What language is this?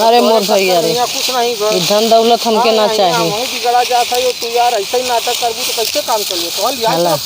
Awadhi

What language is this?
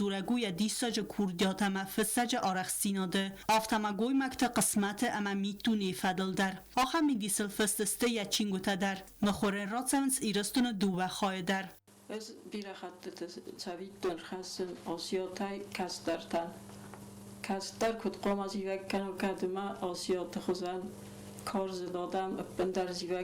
Ossetic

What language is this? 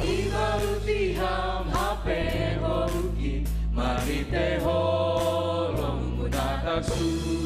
Batak Simalungun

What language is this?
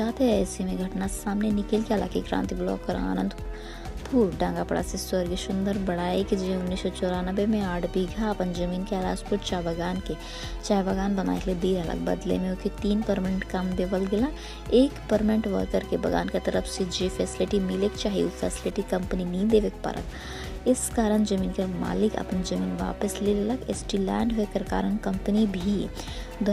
Sadri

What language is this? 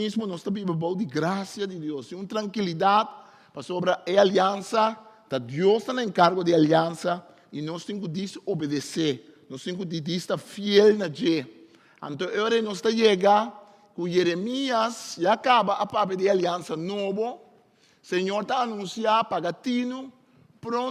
Papiamento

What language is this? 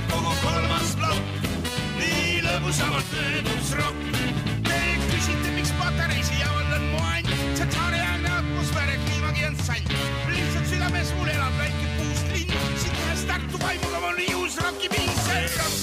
Estonian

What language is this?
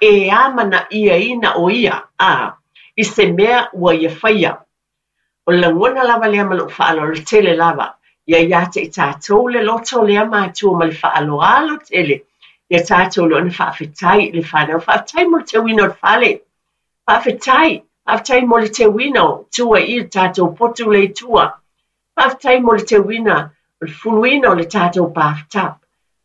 Samoan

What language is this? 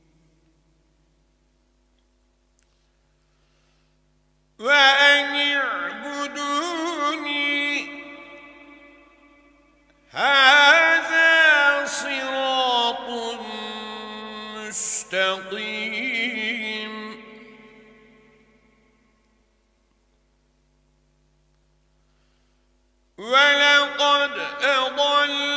Arabic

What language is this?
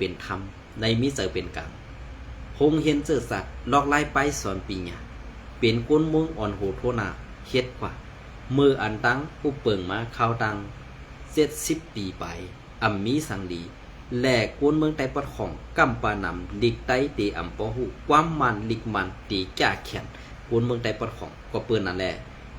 Shan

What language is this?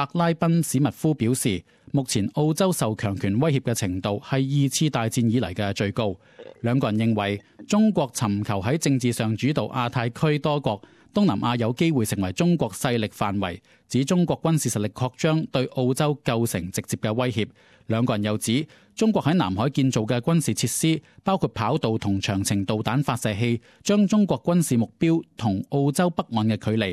Cantonese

